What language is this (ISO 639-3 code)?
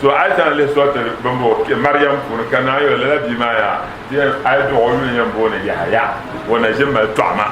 dag